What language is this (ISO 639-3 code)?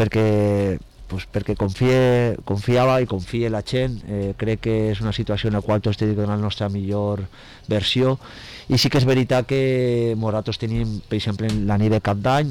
cat